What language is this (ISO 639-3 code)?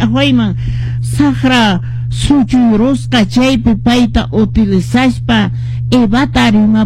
que